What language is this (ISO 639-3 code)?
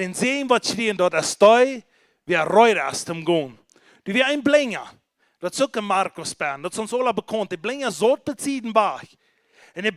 pdt